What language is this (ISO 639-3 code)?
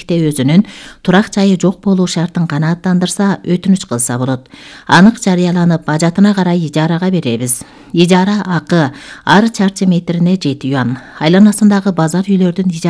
kir